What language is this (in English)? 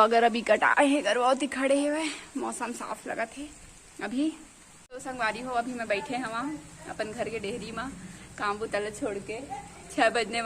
Chhattisgarhi